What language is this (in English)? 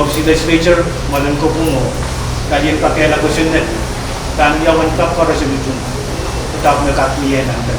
Pohnpeian